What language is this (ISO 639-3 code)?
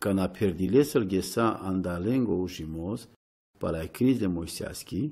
rom